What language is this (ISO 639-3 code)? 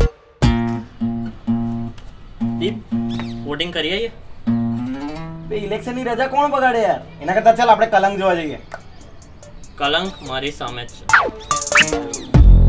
guj